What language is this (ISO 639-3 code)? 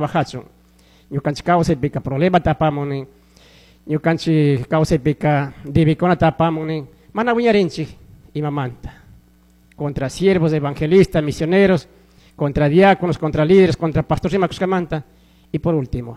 qug